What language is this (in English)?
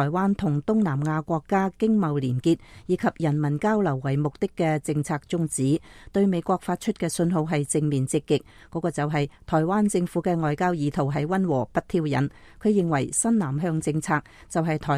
Cantonese